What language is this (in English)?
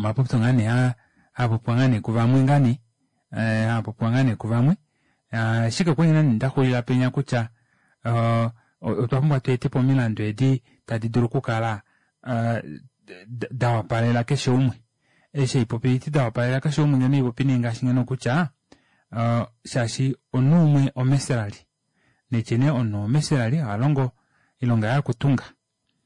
Kuanyama